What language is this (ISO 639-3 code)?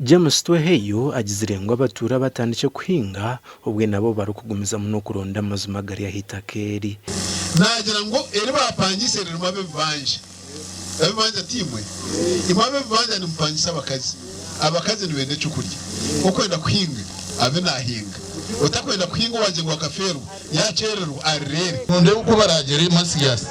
nyn